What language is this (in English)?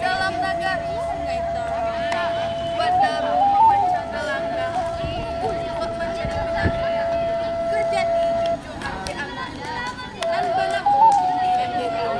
Minangkabau